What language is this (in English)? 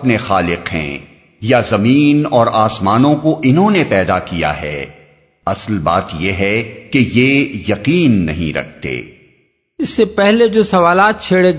Urdu